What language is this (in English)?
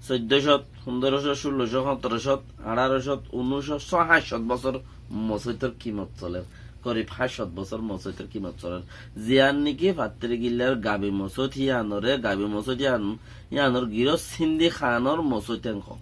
Rohingya